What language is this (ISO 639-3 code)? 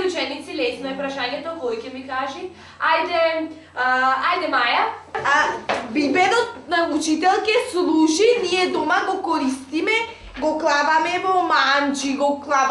mkd